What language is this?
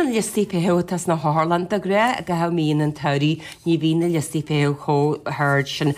Irish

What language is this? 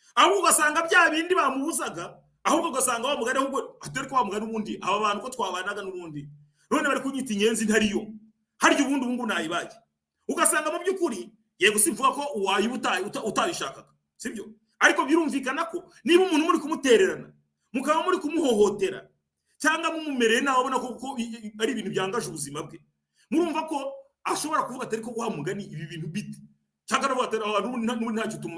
Kinyarwanda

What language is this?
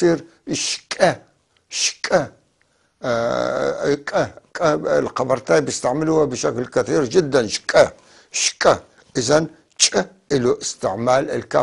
North Levantine Arabic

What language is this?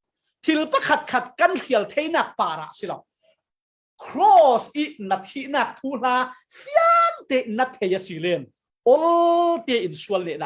Falam Chin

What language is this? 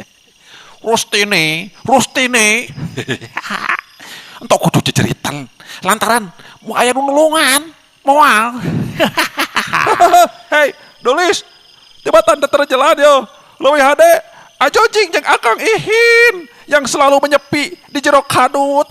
Sundanese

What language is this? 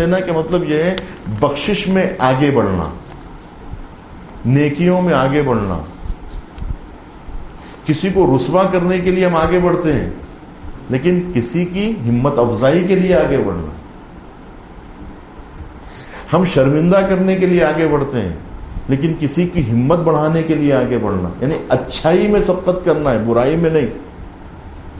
Urdu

